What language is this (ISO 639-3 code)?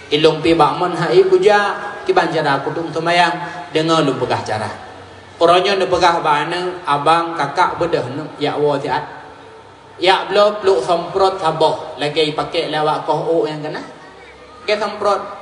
ace